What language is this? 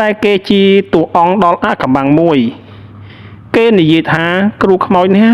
Khmer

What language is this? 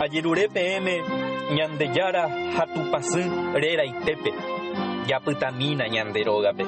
Guarani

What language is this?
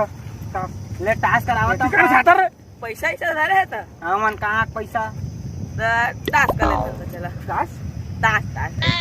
Chhattisgarhi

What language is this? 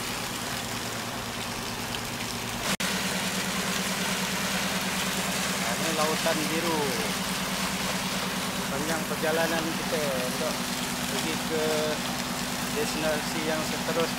Malay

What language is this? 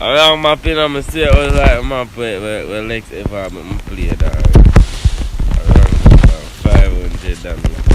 Jamaican Creole English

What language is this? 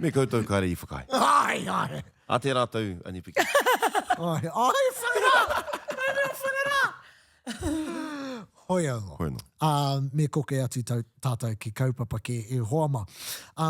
Māori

